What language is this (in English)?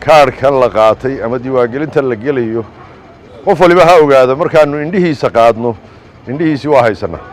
Somali